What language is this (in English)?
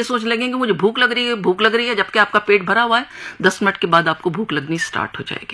Hindi